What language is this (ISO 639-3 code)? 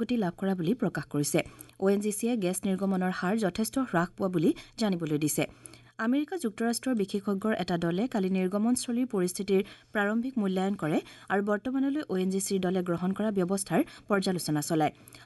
asm